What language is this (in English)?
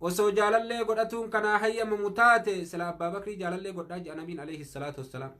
Oromo